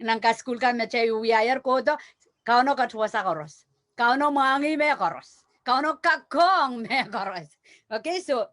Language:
Pohnpeian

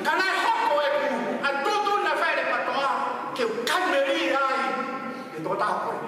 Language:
Tongan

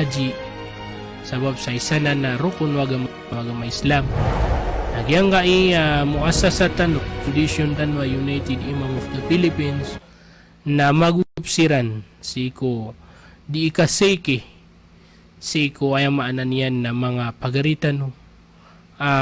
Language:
Maranao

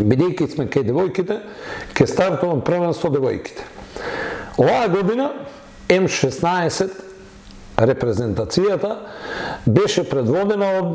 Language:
Macedonian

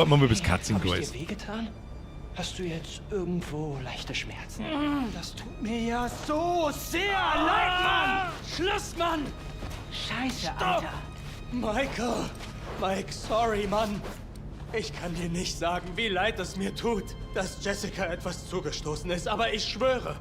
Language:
Bavarian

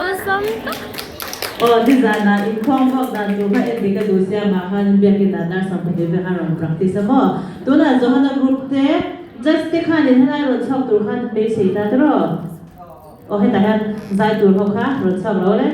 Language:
Mizo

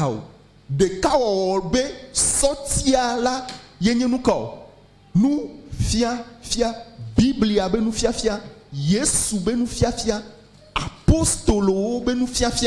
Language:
Ewe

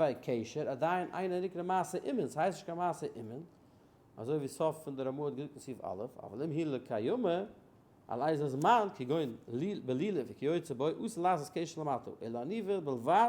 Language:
Yiddish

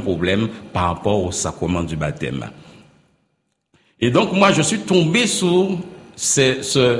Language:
French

